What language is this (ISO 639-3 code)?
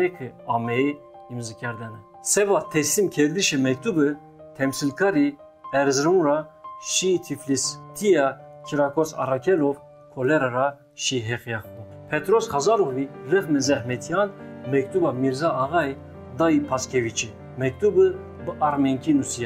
zza